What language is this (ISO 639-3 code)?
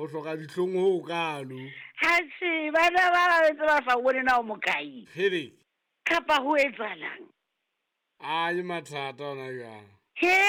sot